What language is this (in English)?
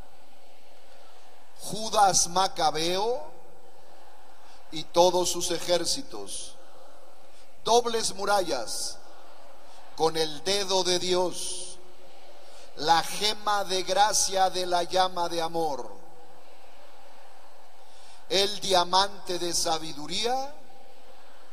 Spanish